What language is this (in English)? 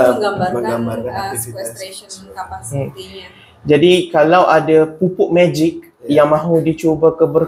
Malay